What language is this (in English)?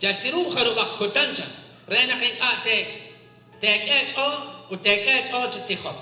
Kekchí